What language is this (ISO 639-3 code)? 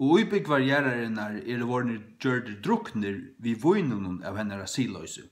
fao